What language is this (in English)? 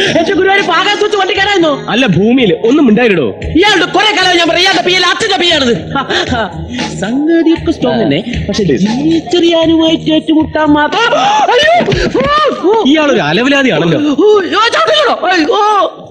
Malayalam